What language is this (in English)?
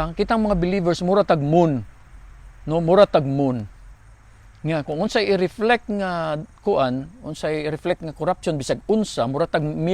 Cebuano